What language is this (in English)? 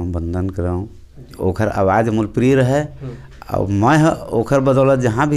Chhattisgarhi